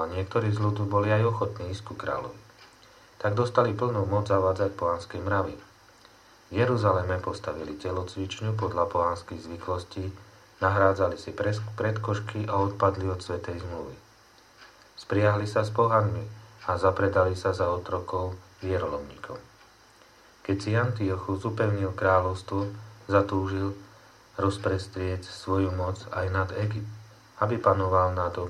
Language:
Slovak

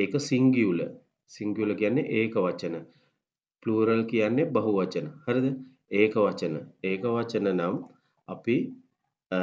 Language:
Sinhala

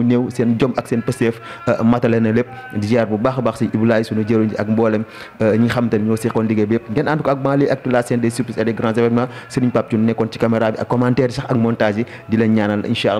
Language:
Wolof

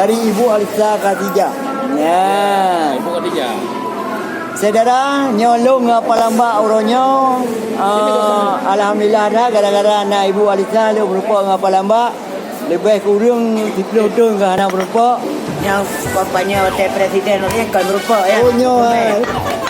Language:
Achinese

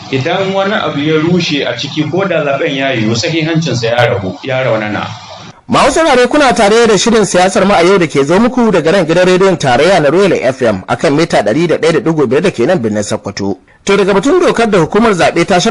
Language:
Hausa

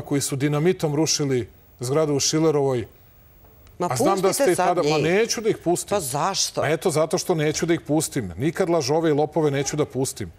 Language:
Serbian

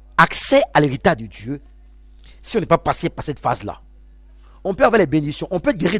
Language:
French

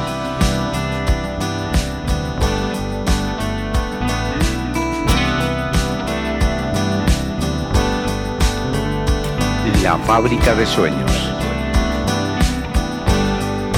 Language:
Spanish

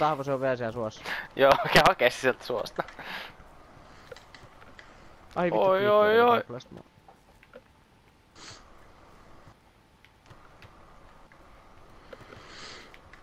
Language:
Finnish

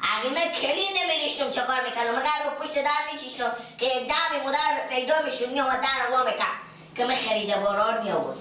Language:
Persian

